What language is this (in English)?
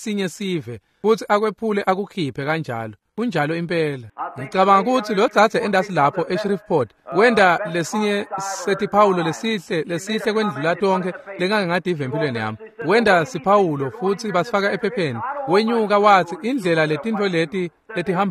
Swati